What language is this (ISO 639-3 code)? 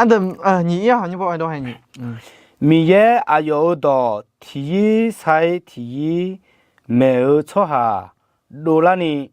ahk